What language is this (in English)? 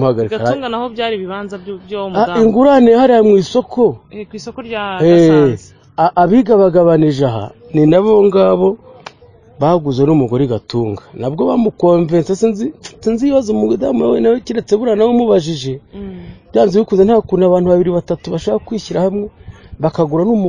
Kinyarwanda